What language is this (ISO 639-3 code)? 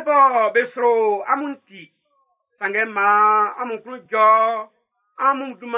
bci